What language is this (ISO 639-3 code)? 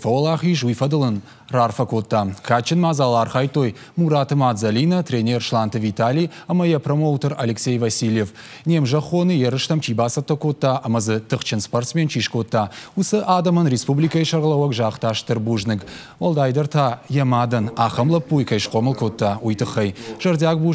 oss